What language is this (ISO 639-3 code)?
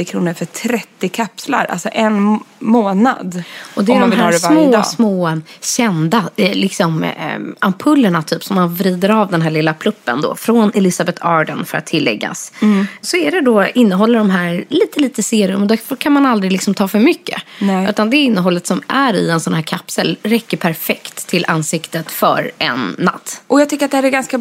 swe